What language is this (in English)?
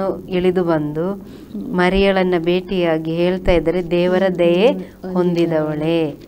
Kannada